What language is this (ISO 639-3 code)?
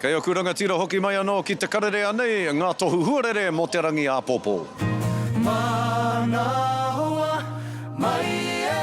mri